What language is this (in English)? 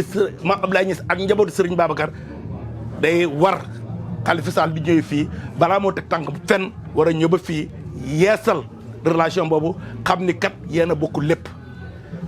Wolof